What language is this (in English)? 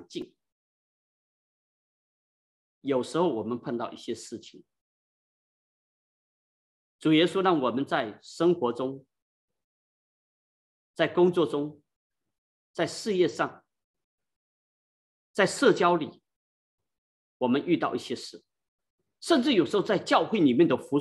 Chinese